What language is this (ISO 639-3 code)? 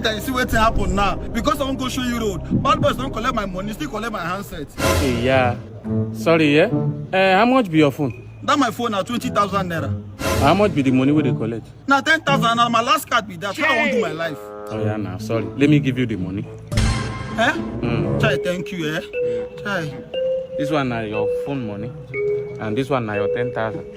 pcm